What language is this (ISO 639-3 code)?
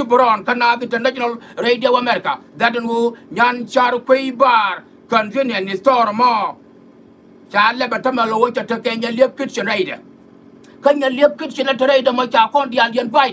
nus